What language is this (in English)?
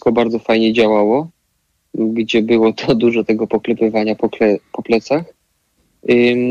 Polish